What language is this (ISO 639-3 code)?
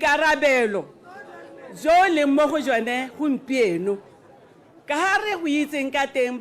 tsn